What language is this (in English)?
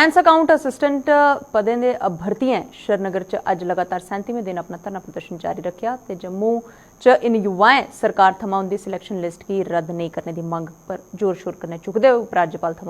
Dogri